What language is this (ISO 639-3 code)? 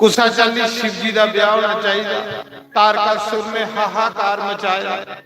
doi